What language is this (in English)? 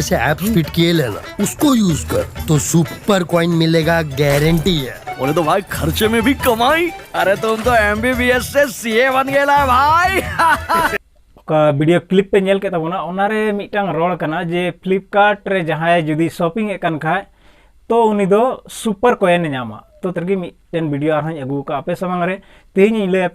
Santali